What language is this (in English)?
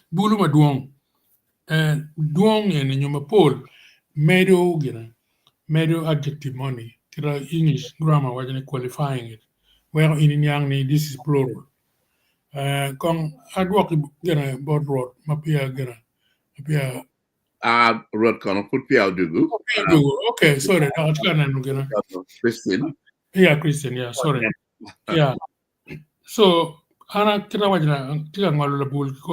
Acoli